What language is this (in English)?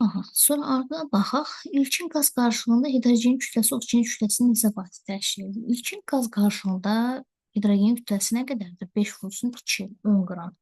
Azerbaijani